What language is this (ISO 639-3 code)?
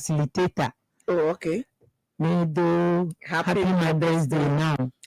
ewe